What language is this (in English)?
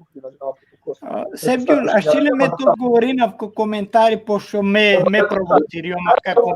Balkan Romani